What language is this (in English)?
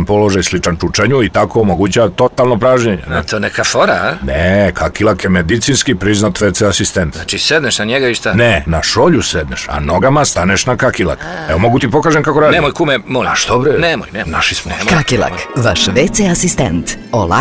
Serbian